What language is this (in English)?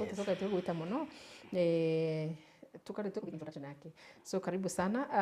Meru